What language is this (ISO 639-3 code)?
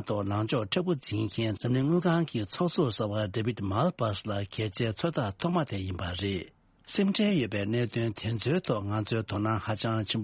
bod